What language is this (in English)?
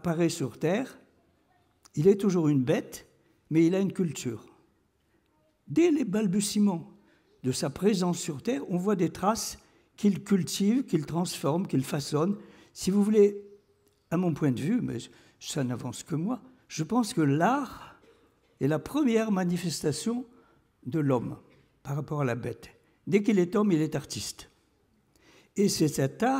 French